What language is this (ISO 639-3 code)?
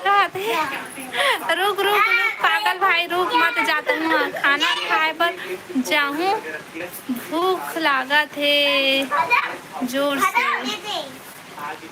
hne